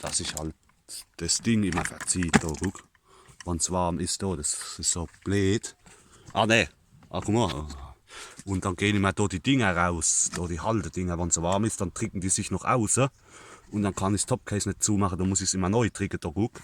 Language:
Palatine German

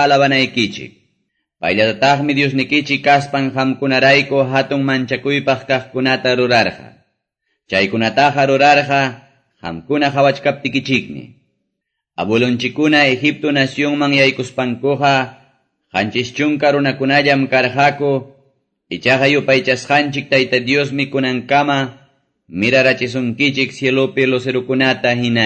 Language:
Quechua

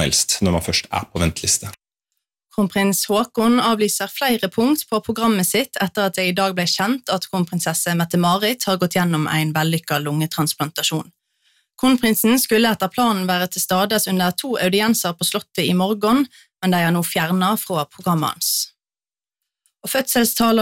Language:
Norwegian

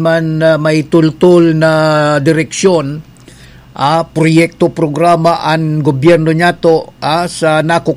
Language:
Bikol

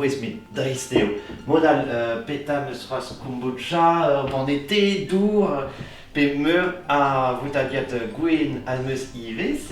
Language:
Breton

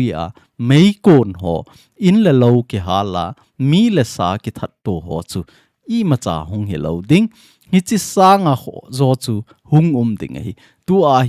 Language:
Thado Chin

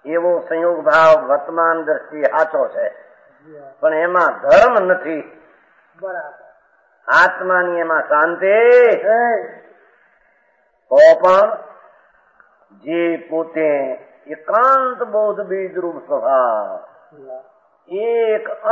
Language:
Gujarati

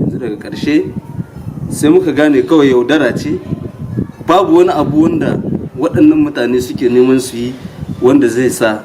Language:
Hausa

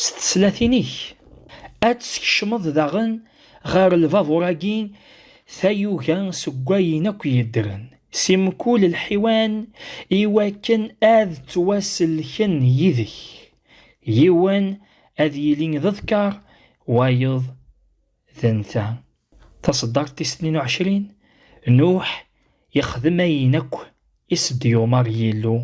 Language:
Kabyle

